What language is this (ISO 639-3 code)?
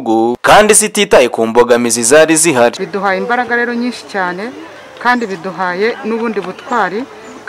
kin